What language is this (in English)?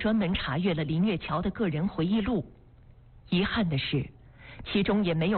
Chinese